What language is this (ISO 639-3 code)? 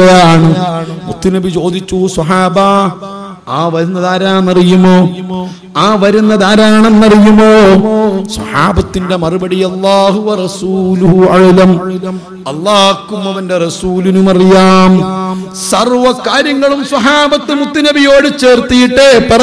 mal